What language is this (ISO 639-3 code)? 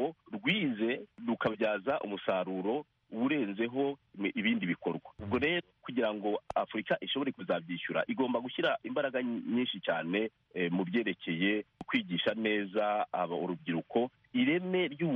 kin